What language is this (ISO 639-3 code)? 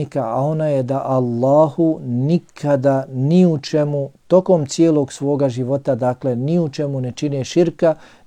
bos